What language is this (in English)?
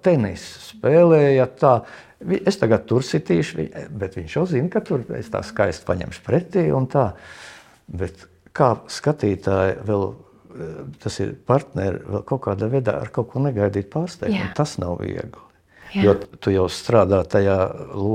Latvian